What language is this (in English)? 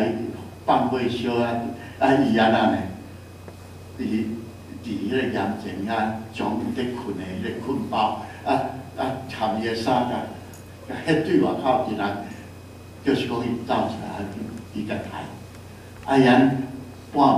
Min Nan Chinese